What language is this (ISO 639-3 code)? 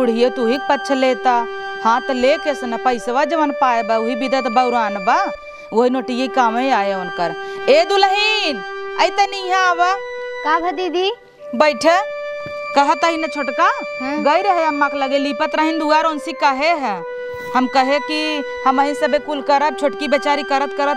awa